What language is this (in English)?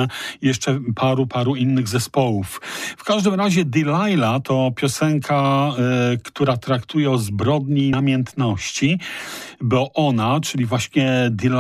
Polish